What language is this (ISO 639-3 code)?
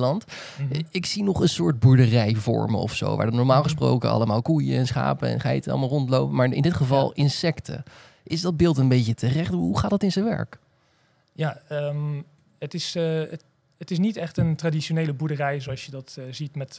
nld